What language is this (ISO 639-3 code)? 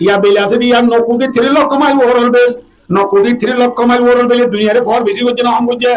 rhg